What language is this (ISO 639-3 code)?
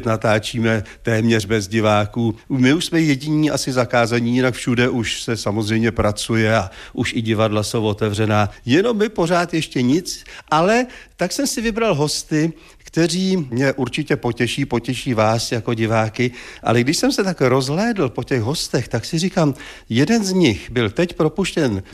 ces